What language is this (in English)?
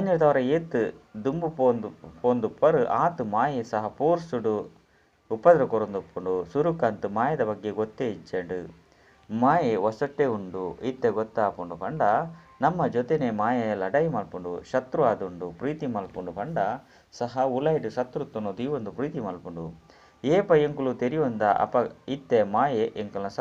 Tulu